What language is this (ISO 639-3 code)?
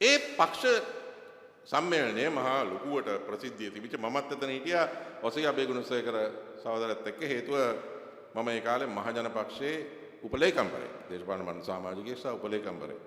sin